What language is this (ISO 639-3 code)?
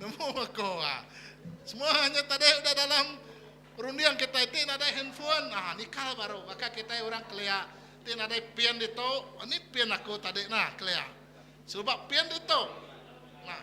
iba